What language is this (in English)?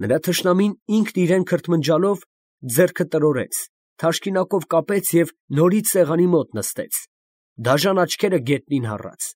Armenian